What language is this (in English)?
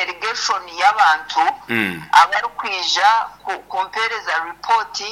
Nyoro